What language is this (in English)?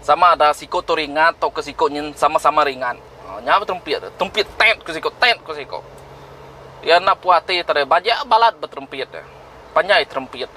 Iban